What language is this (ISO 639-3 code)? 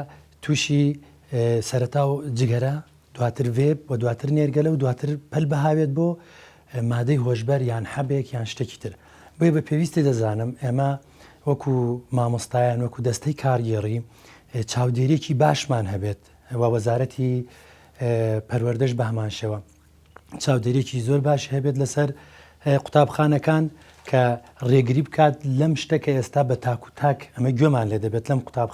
ckb